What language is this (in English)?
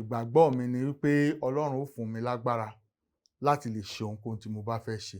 Yoruba